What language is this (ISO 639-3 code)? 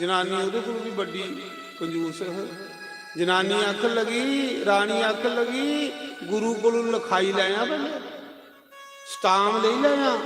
doi